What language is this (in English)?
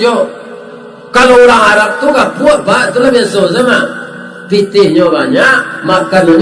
Minangkabau